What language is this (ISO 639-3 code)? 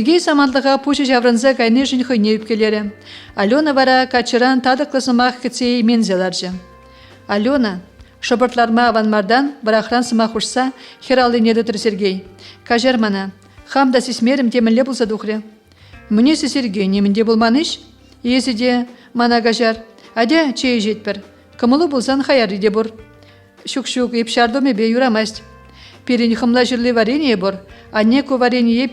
chv